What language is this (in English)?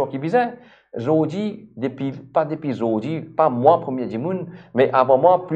Morisyen